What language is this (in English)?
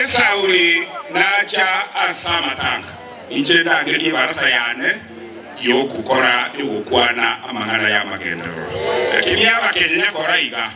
Gusii